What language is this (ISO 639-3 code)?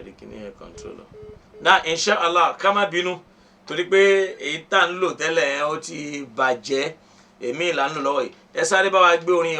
yor